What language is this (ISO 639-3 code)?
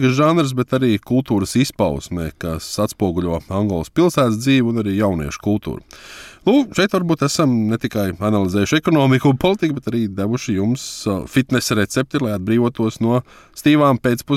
lav